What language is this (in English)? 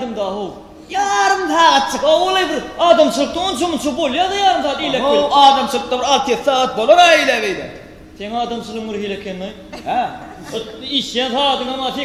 Turkmen